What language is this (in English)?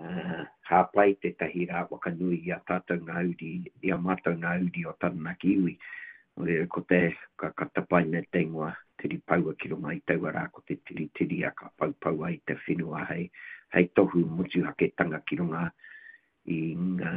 Māori